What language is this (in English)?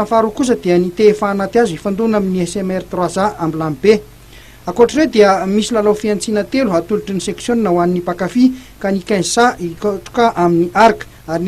Malagasy